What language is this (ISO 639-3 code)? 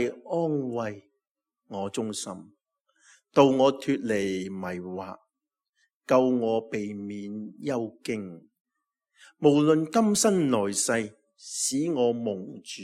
yue